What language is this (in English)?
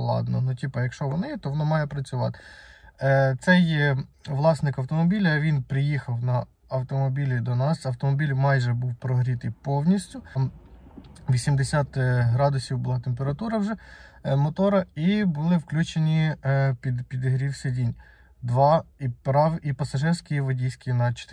Ukrainian